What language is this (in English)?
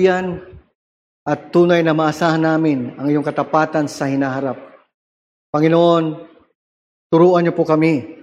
Filipino